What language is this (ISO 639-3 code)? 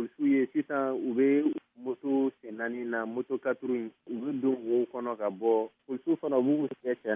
bam